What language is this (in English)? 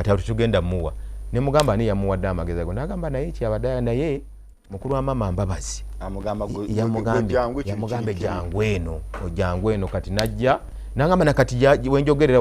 Ganda